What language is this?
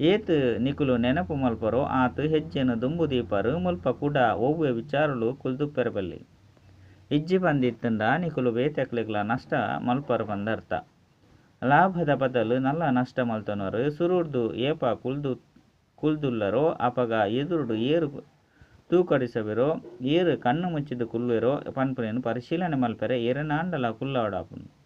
Tulu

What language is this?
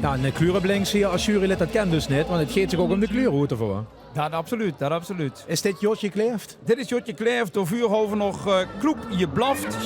Limburgish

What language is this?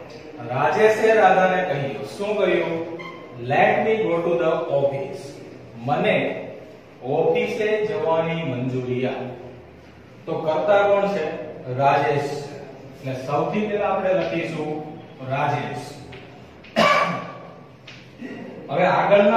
Gujarati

